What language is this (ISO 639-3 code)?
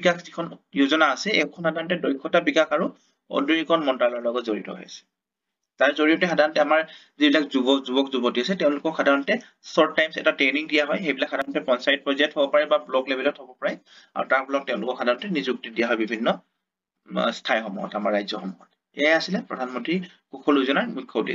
asm